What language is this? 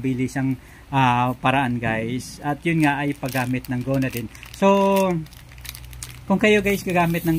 Filipino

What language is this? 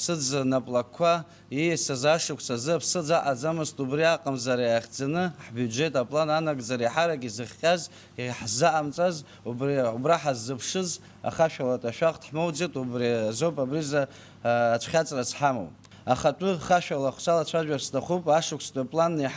Abkhazian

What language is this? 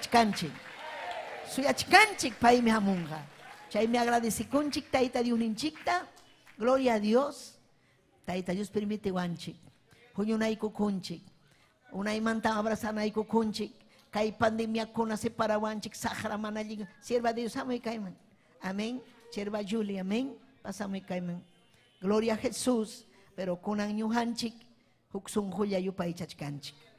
Ayacucho Quechua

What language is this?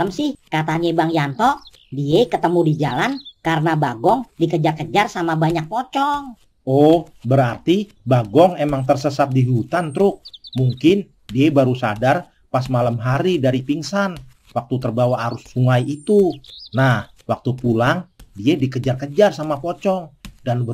Betawi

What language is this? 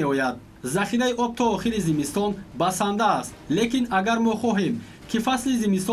Tajik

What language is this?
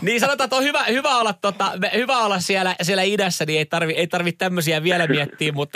Finnish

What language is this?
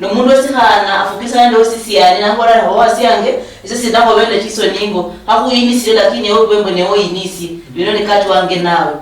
Luyia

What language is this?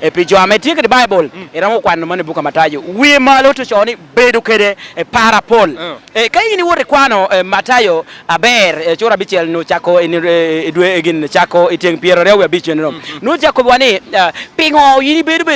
Lango (Uganda)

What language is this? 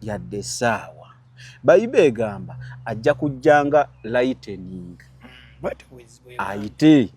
Ganda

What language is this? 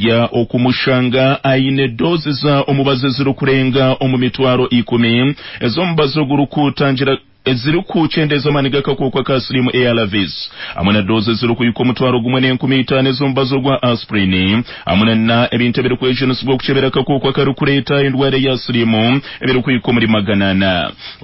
Nyankole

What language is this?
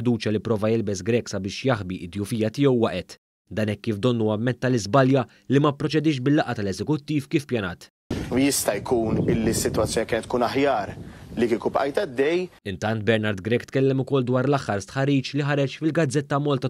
Maltese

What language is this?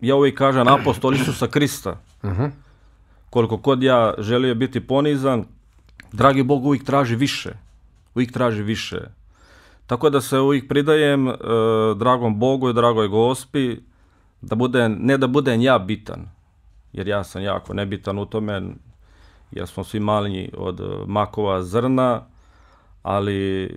Bosnian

